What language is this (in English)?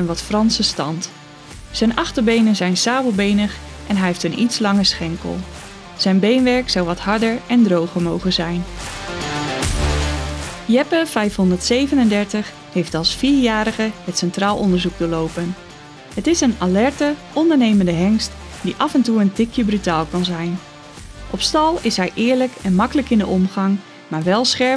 Dutch